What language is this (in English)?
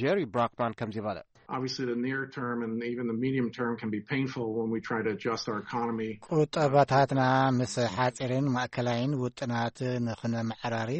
Tigrinya